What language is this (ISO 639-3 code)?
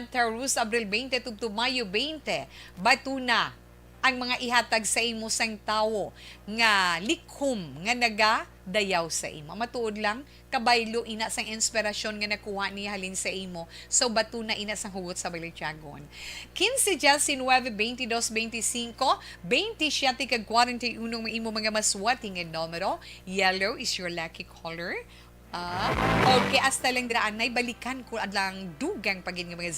hil